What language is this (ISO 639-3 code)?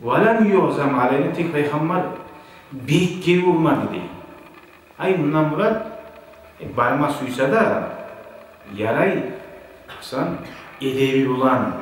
kum